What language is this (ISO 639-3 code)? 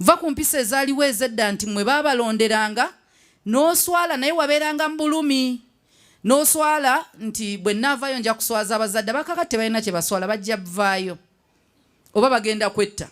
lug